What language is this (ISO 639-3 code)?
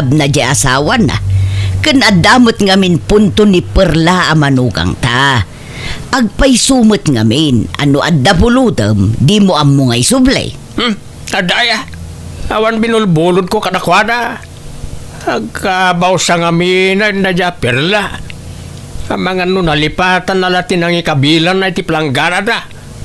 ilo